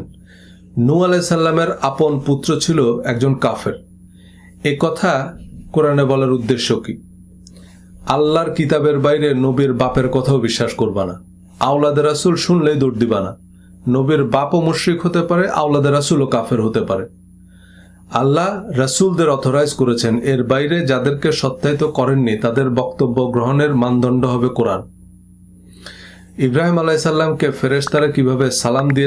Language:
Bangla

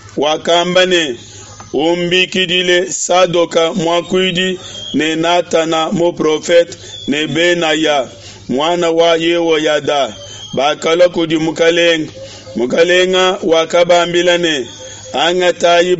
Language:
Luba-Lulua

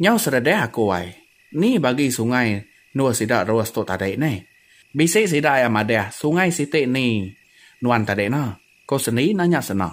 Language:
Iban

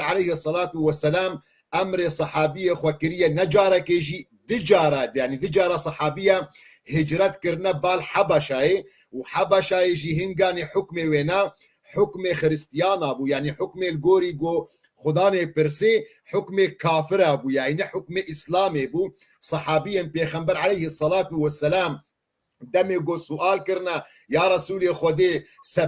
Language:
Kurdish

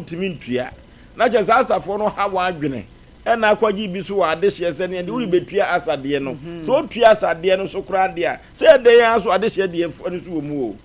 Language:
Akan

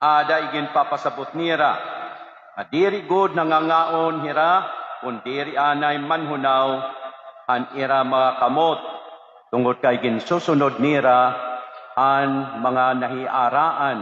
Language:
Waray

